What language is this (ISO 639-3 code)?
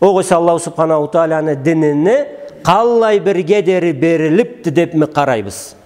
krc